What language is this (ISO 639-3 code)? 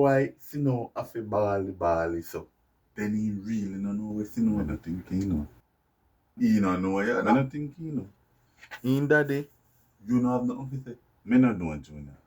jam